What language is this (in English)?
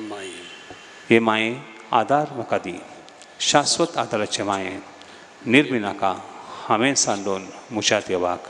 Konkani